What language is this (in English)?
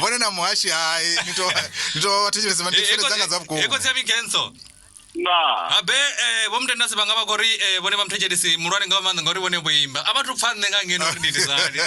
Venda